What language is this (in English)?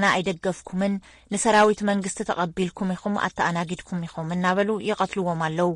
Tigrinya